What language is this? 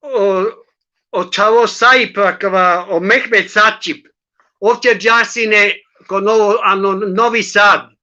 Balkan Romani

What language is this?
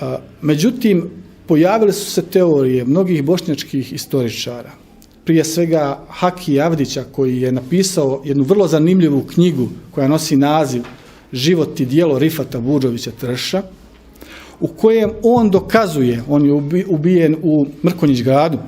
Bosnian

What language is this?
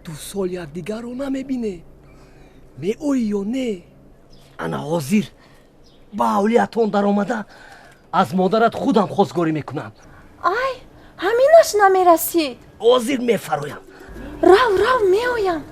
Tajik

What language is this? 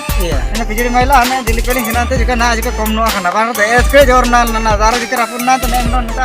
Ho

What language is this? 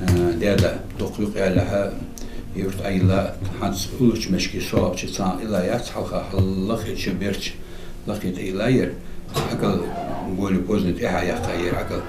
Ingush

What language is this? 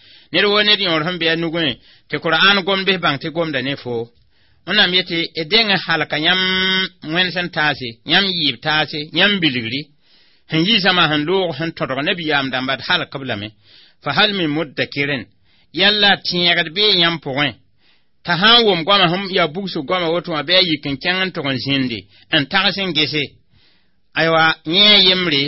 Mossi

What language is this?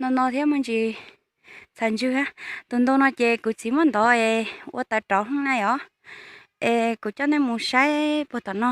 Hmong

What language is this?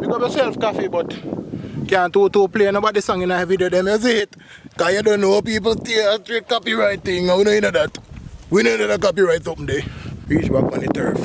Jamaican Creole English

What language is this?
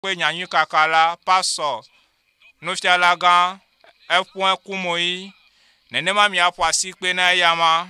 Ewe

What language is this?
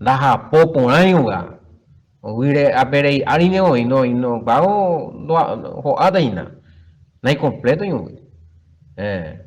Guarani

